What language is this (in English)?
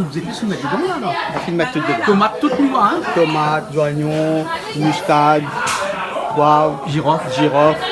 Réunion Creole French